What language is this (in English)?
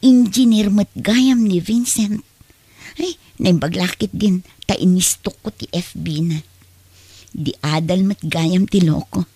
Iloko